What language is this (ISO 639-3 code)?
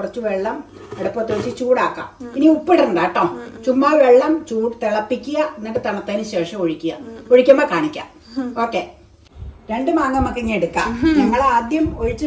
mal